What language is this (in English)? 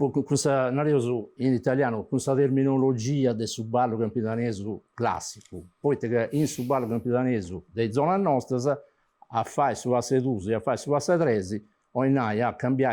Sardinian